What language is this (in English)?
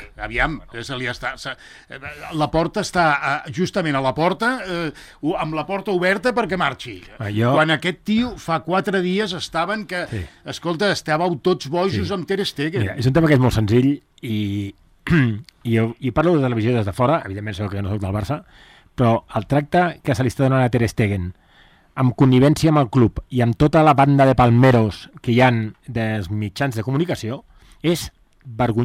Catalan